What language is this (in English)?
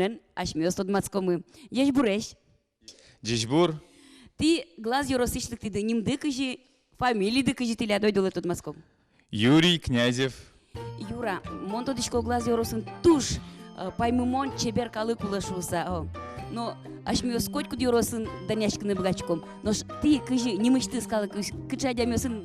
Udmurt